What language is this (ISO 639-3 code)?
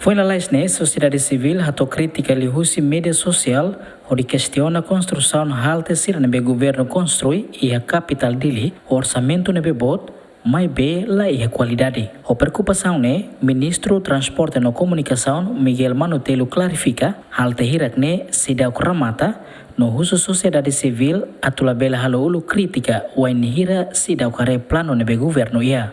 tet